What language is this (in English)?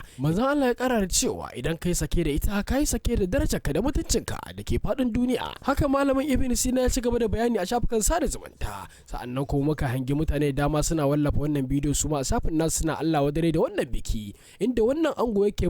Hausa